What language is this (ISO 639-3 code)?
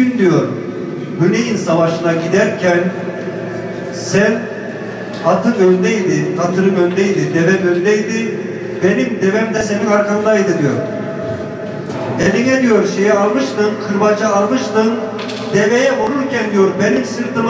tur